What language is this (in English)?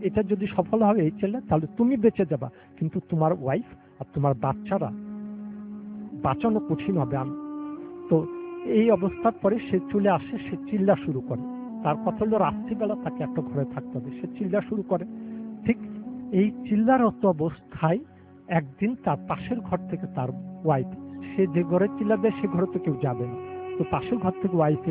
Bangla